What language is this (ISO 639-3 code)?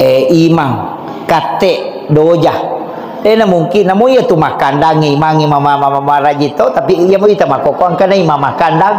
bug